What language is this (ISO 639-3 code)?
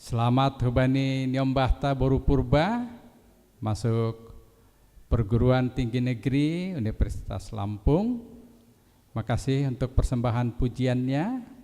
bts